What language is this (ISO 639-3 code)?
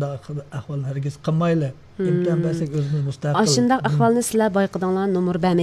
uig